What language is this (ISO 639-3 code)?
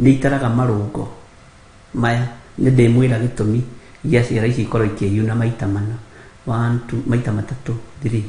kik